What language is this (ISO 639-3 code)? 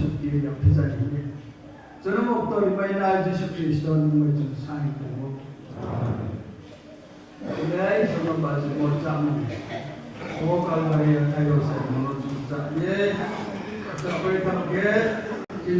ria